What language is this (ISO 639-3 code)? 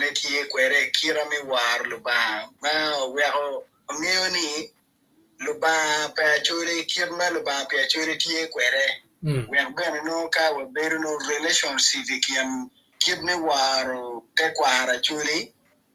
ach